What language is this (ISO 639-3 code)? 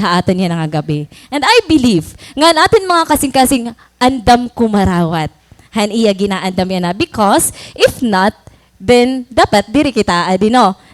war